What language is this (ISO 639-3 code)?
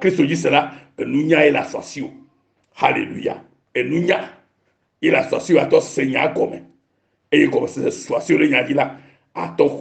ewe